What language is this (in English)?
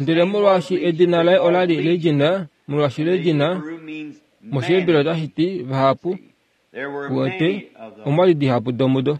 Kuanyama